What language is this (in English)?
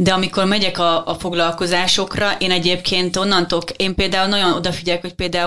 Hungarian